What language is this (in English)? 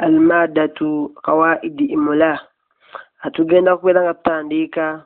Ganda